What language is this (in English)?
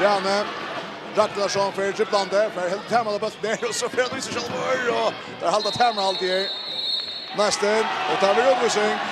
Faroese